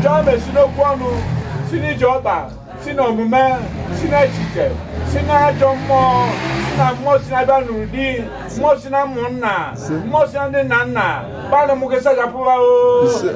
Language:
Igbo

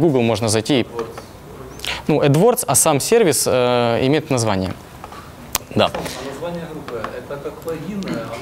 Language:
Russian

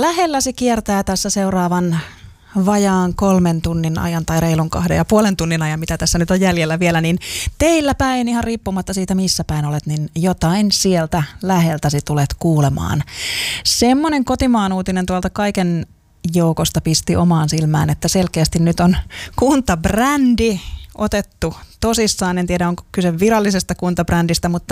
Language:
Finnish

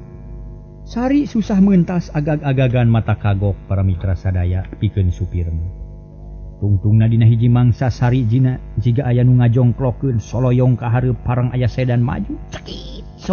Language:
Sundanese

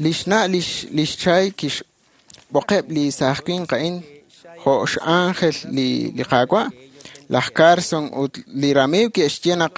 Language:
Kekchí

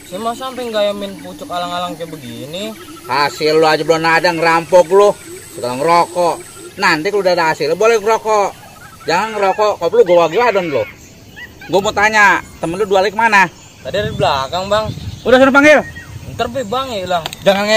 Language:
Betawi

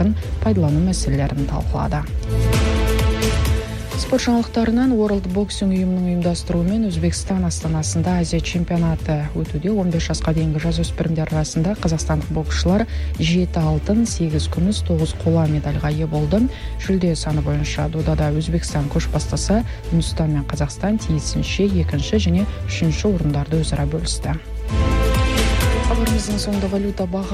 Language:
Kazakh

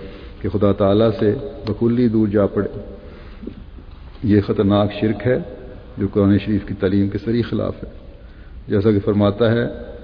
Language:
Urdu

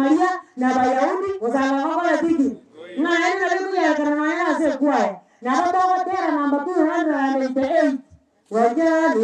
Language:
Gusii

